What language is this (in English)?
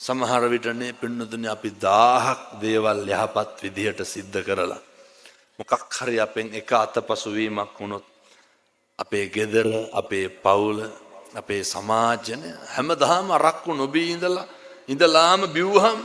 Sinhala